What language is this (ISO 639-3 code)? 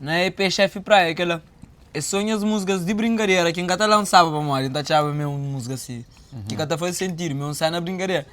kea